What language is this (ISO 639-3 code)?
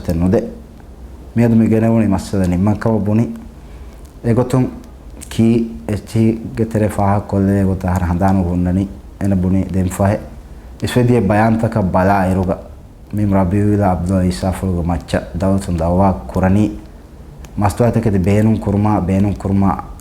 div